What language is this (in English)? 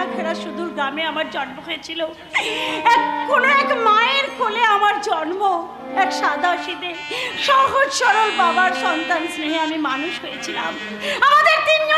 Bangla